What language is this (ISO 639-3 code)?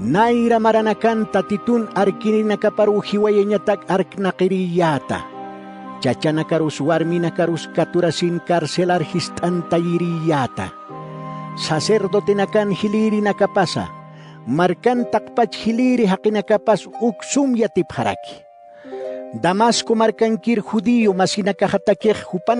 aym